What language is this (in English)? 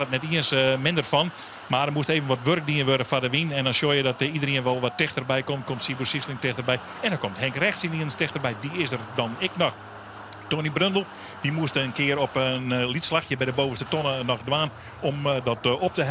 Western Frisian